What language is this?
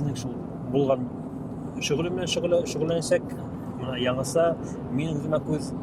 Bashkir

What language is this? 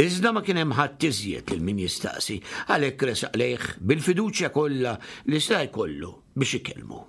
Maltese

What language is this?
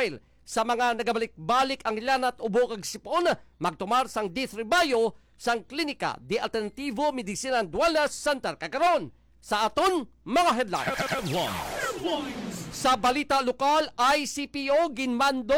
Hiligaynon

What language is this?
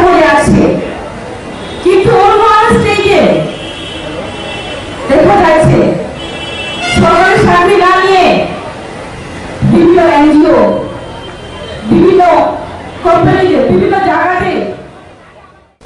Bangla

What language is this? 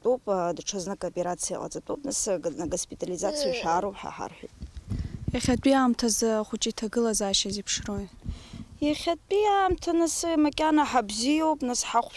Abkhazian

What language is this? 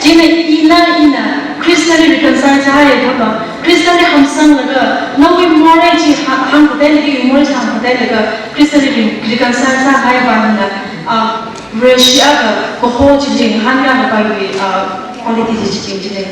Tangkhul Naga (India)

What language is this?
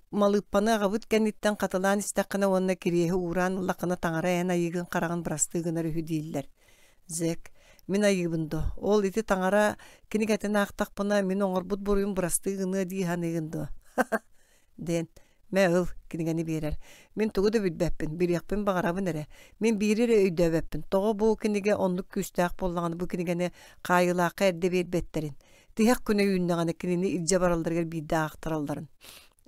Yakut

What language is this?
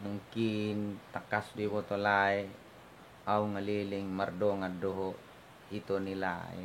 Batak Toba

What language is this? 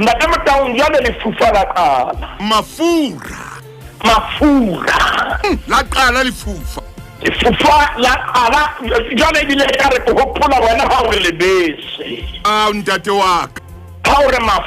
Southern Sotho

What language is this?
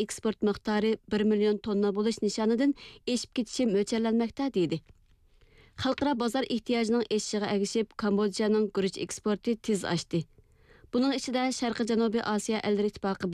Uyghur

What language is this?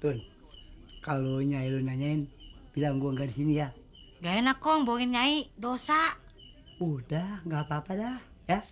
Betawi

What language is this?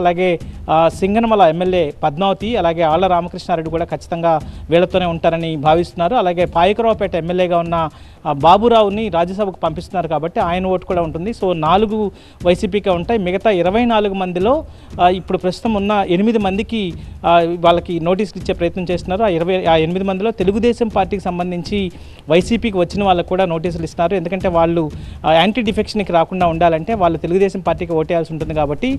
Telugu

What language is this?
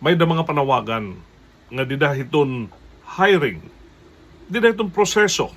Waray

